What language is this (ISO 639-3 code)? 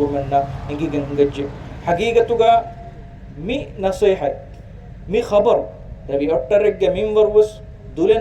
div